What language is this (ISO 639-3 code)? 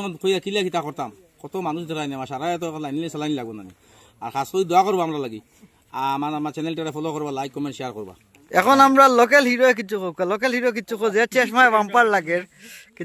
syl